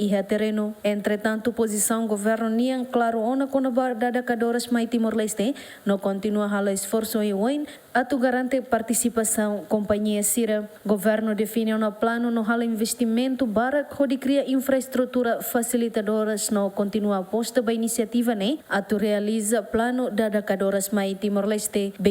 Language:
Tetum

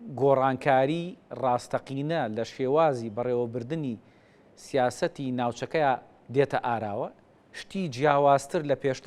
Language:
Central Kurdish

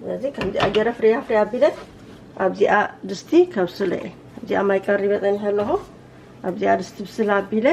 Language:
Tigrinya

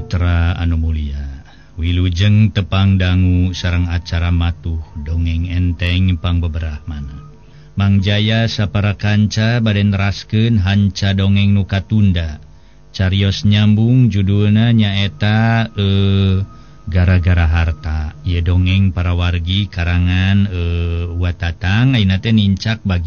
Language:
Sundanese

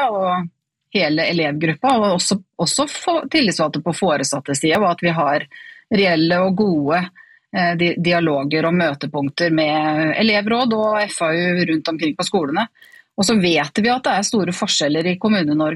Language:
Norwegian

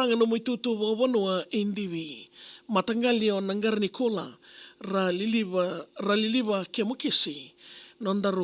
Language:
Fijian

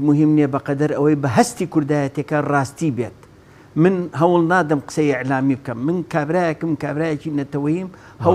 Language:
Central Kurdish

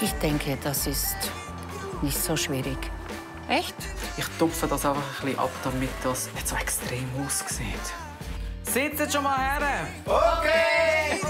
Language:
Swiss German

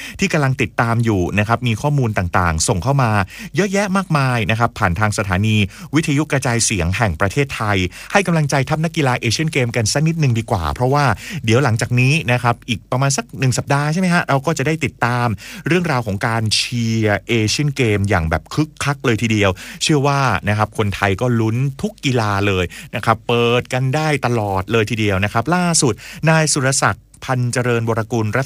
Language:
Thai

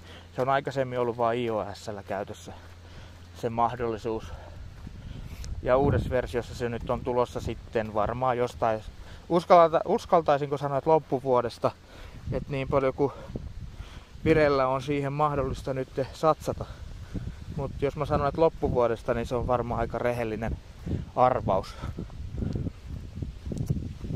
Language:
Finnish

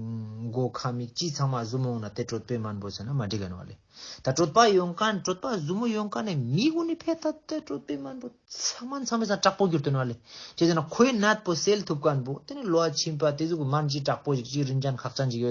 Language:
Ladakhi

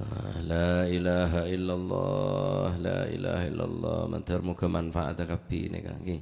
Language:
Madurese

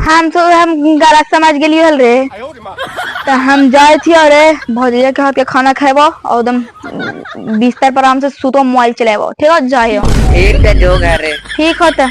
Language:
Magahi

